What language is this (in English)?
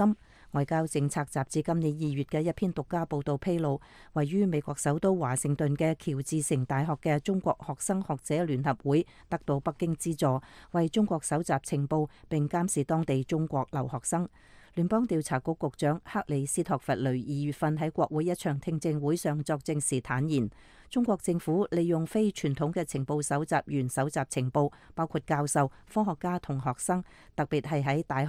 Cantonese